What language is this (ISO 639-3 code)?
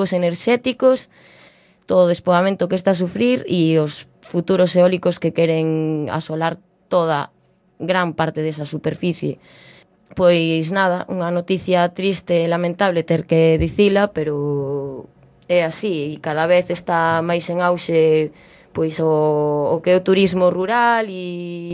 glg